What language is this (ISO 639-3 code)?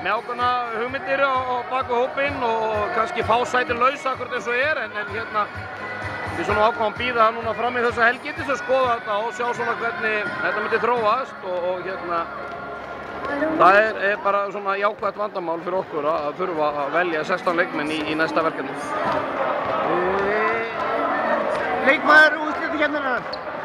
isl